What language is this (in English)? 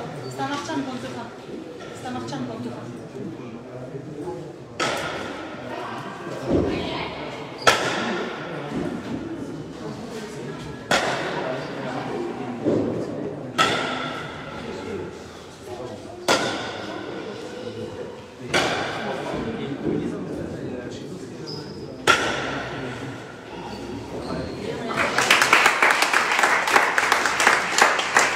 French